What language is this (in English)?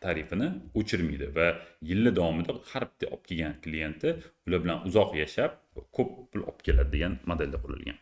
Uzbek